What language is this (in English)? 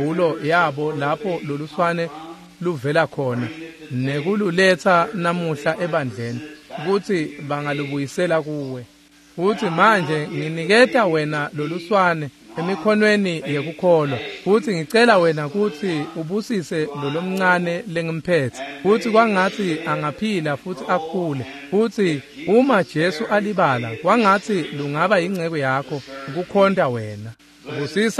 Swati